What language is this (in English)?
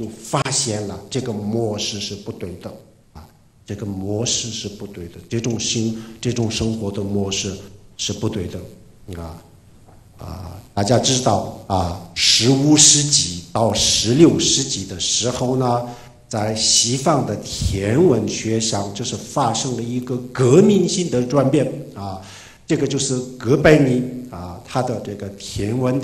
Chinese